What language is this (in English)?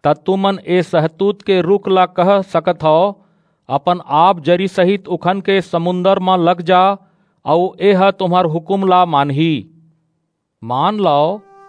Chhattisgarhi